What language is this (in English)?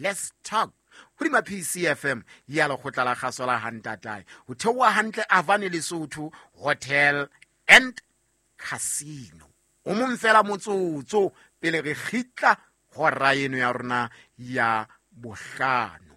Southern Sotho